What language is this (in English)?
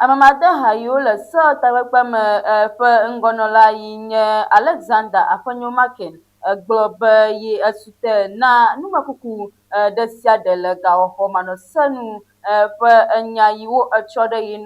Ewe